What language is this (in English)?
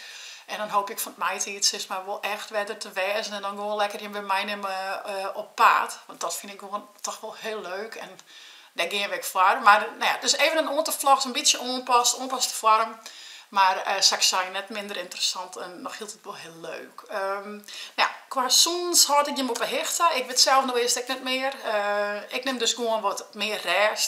Western Frisian